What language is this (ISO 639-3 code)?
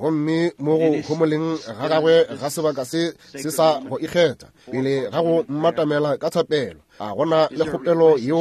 nso